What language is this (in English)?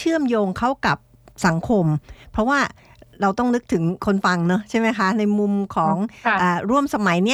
Thai